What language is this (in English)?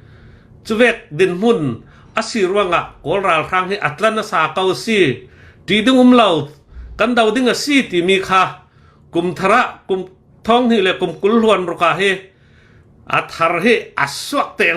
Hakha Chin